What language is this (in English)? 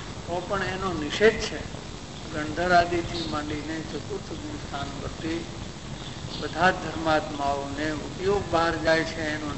Gujarati